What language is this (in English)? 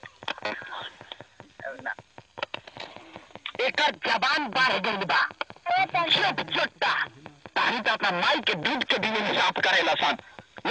Bhojpuri